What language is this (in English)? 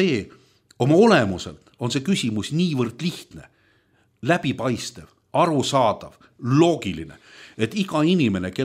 Estonian